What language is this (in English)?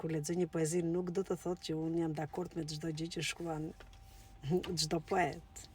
Albanian